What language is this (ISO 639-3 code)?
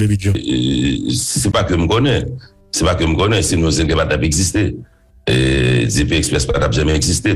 hat